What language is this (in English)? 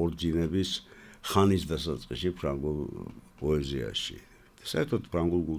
Georgian